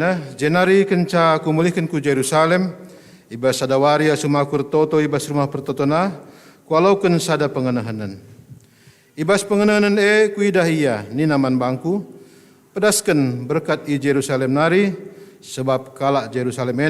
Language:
Batak Karo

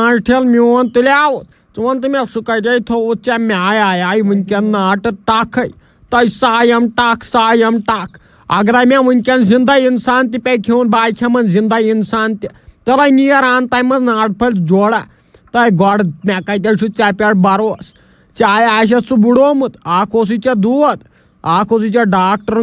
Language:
Kashmiri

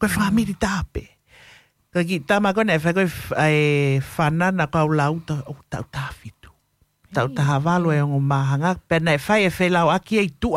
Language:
Tongan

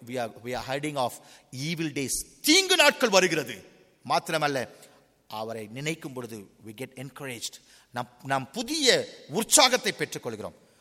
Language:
Tamil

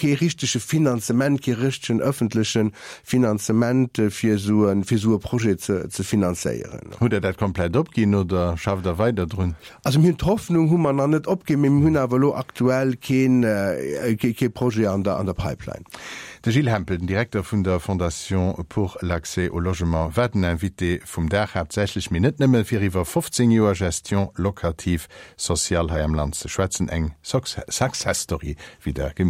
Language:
Luxembourgish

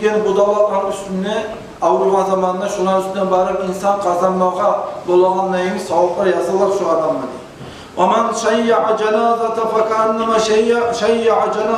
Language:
Kumyk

